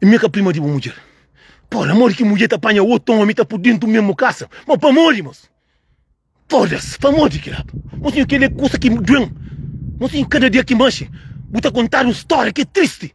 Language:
Kabuverdianu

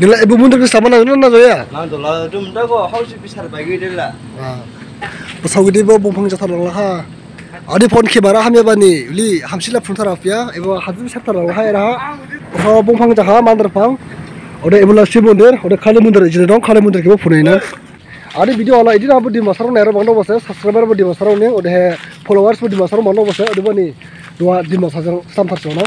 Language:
Dimasa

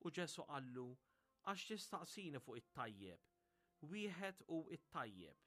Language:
Maltese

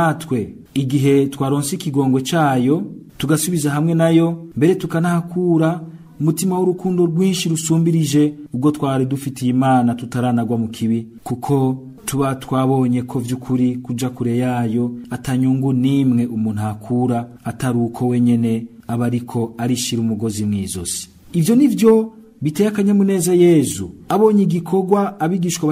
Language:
Rundi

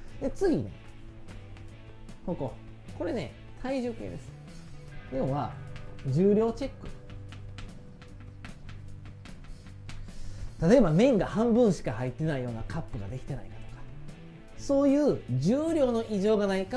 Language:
Japanese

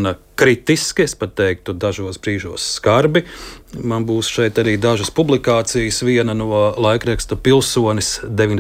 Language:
Latvian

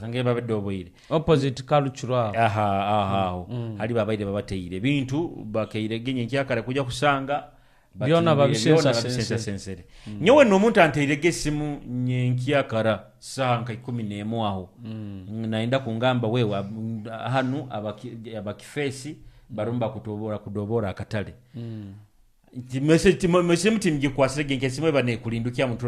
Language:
Nyoro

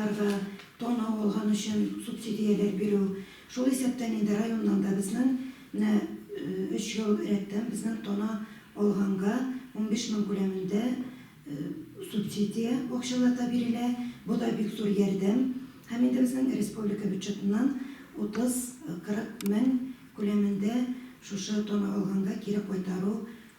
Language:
Tatar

